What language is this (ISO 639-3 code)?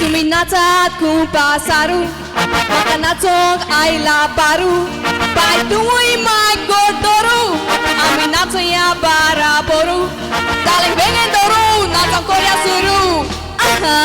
kok